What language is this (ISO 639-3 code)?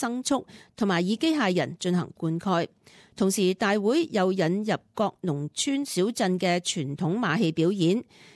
yue